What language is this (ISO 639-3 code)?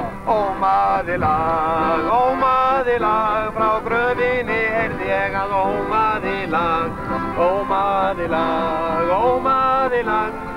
isl